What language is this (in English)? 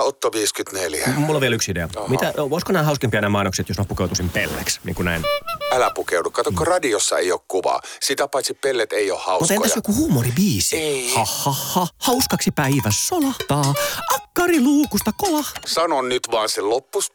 Finnish